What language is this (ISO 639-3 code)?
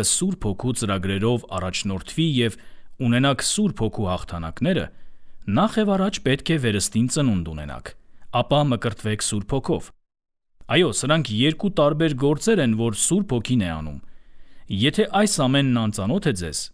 hye